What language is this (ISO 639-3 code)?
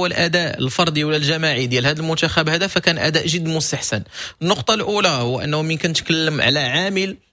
ary